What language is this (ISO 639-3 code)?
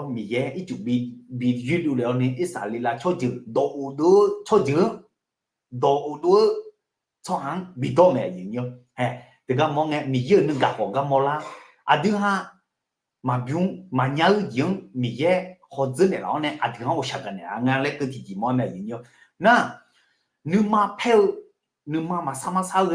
ahk